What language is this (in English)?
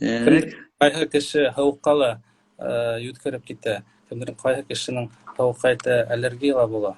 Bashkir